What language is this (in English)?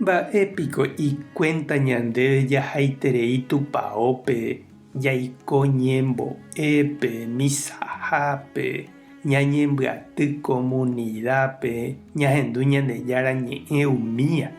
Guarani